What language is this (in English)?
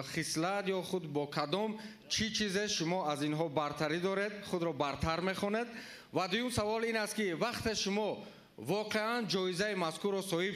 Tajik